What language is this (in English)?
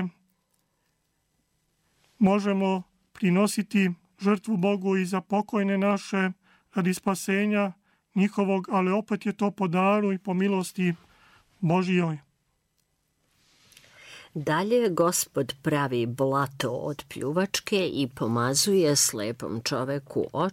Serbian